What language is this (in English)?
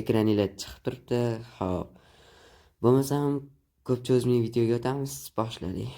Uzbek